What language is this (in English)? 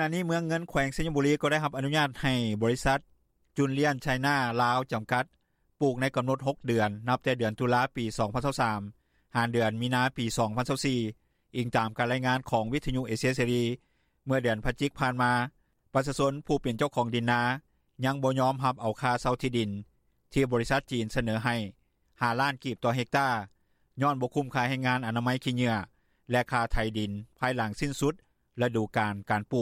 Lao